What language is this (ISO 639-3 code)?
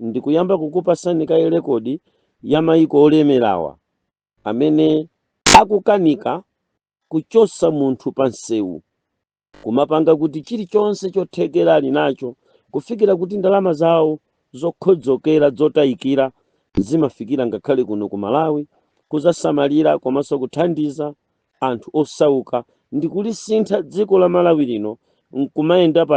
nya